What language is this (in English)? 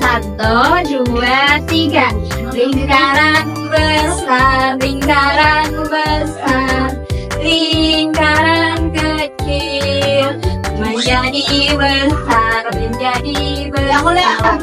Banjar